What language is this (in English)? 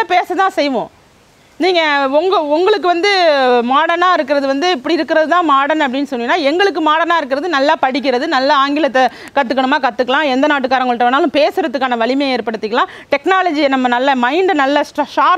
Tamil